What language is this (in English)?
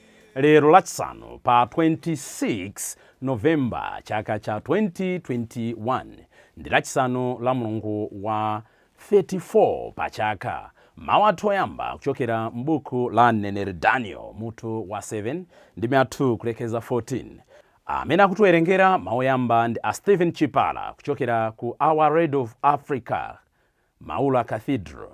Nyanja